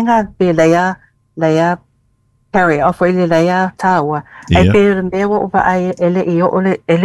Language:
Samoan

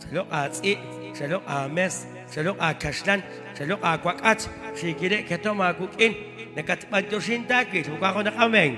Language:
Kekchí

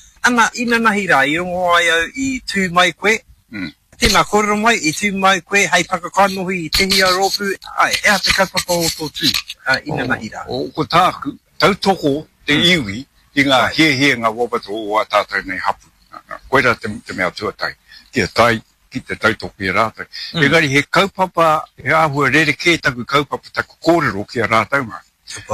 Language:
Māori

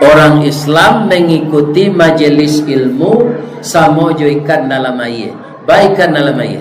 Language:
Minangkabau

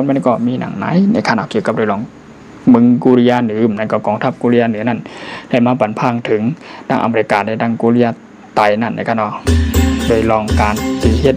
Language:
Shan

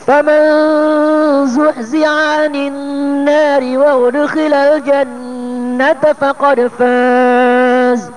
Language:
Maranao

